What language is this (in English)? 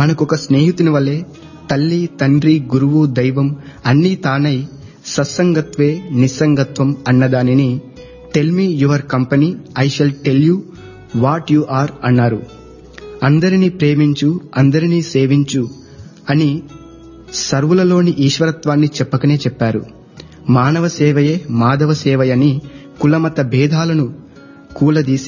Telugu